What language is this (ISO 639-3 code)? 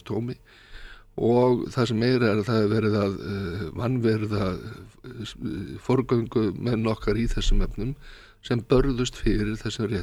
isl